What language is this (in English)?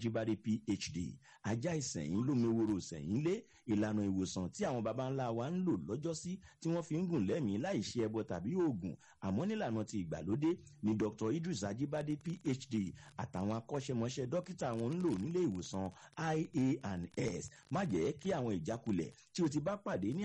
Yoruba